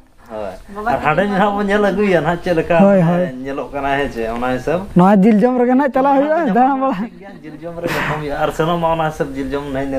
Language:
Santali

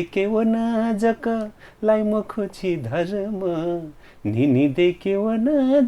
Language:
Newari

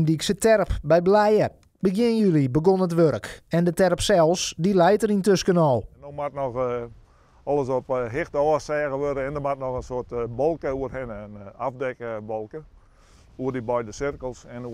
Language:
Western Frisian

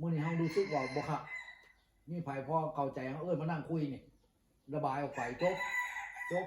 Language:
Northeastern Thai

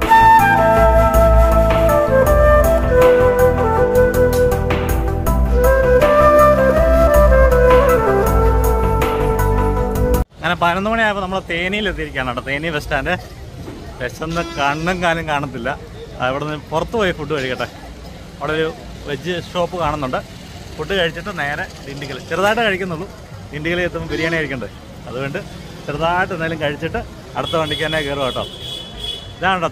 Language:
Malayalam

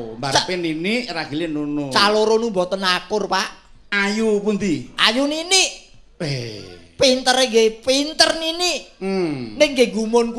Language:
Javanese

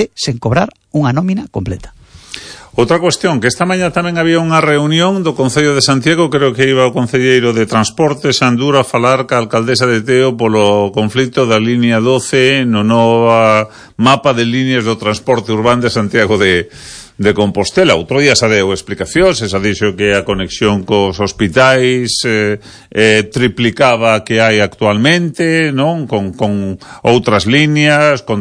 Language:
Galician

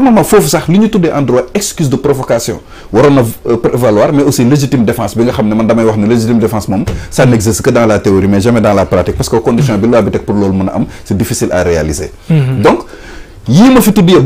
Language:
Wolof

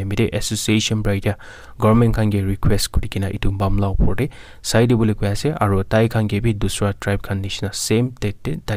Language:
Naga Pidgin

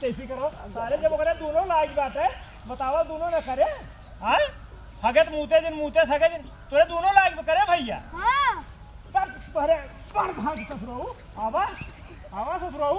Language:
Awadhi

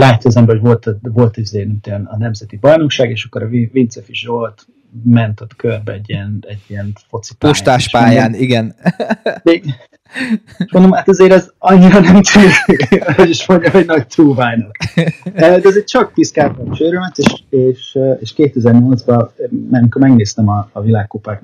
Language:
Hungarian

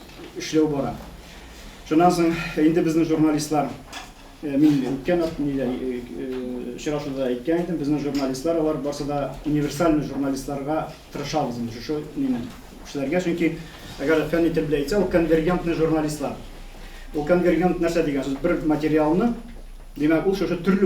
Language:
Tatar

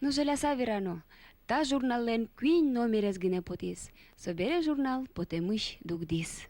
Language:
Udmurt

